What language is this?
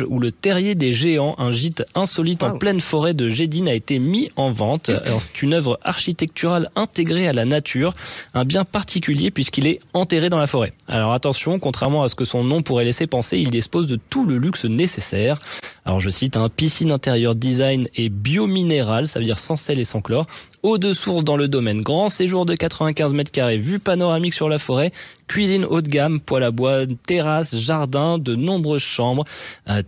French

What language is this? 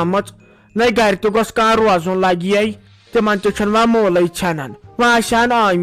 Kashmiri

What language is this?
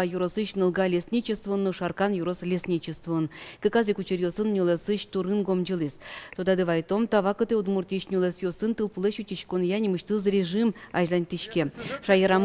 Udmurt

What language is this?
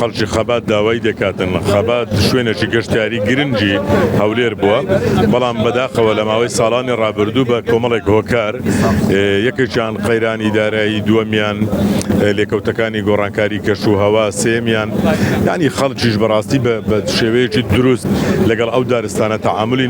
Central Kurdish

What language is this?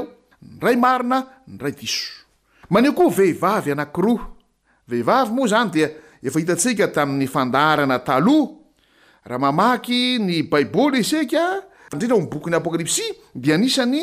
Malagasy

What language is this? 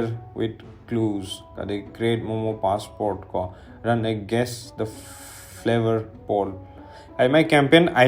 Manipuri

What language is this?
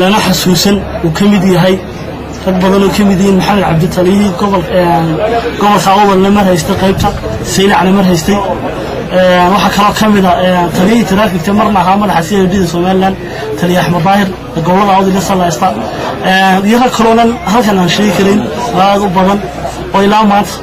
Somali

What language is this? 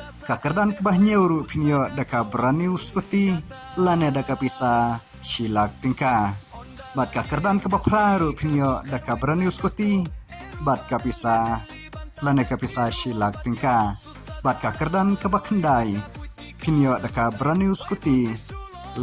Khasi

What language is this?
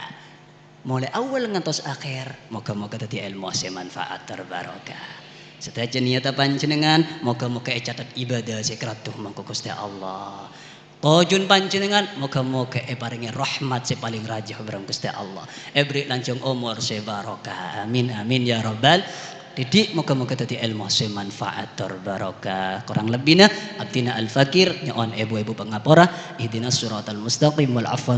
Madurese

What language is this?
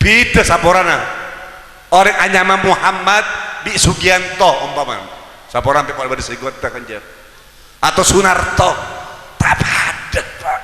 Madurese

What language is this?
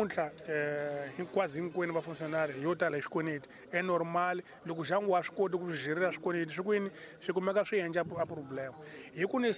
Tsonga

